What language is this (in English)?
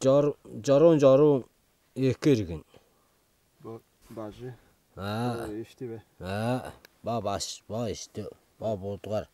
Tuvinian